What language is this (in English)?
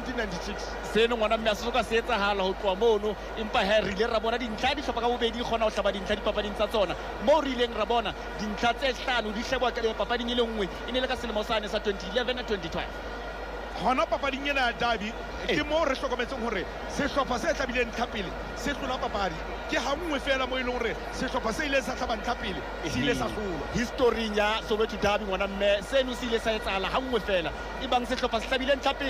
Southern Sotho